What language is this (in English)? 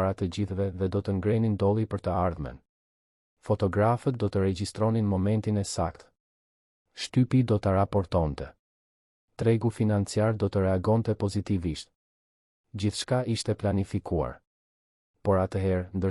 Albanian